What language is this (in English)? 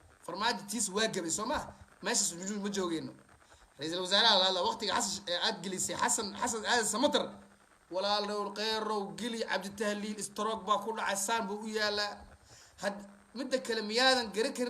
Somali